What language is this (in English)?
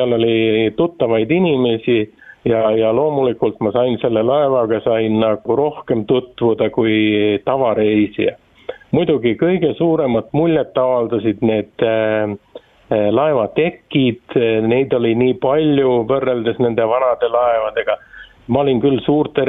Estonian